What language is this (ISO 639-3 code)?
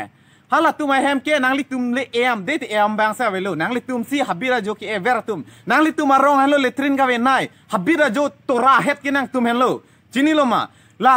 mjw